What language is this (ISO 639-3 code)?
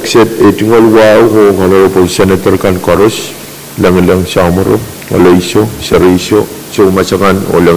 pon